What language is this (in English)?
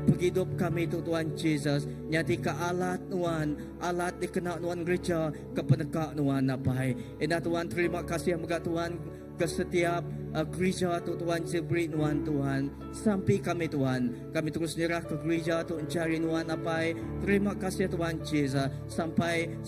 Iban